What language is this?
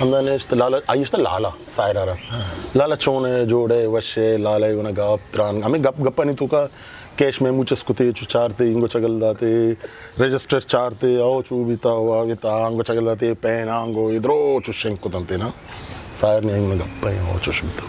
Eastern Balochi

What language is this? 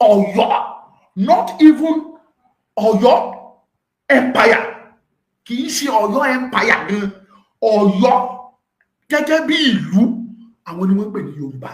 Yoruba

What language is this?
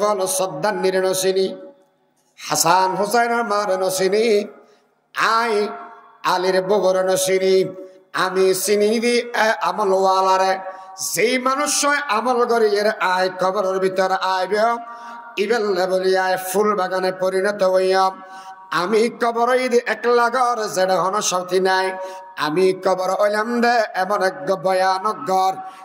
Rohingya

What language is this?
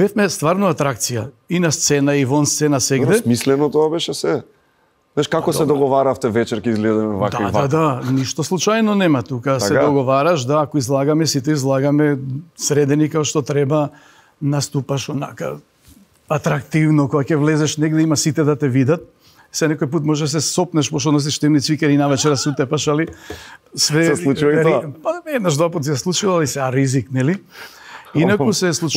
Macedonian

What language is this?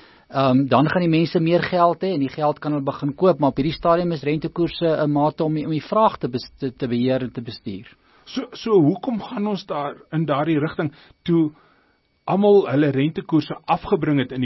Afrikaans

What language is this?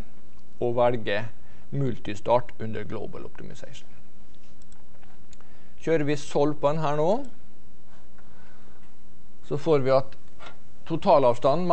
Norwegian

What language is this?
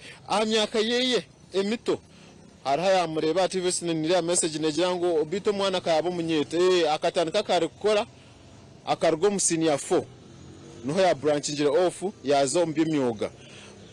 Nyankole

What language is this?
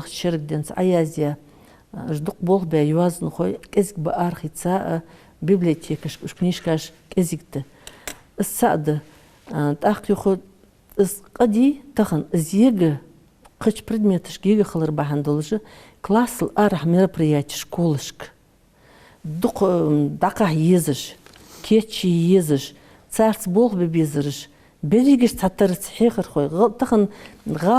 Ingush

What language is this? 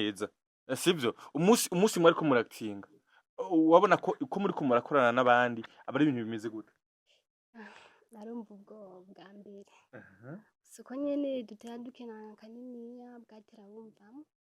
Rundi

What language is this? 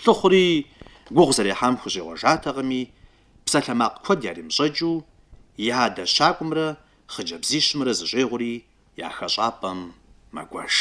Kabardian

